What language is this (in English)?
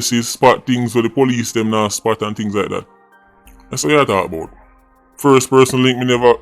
Jamaican Creole English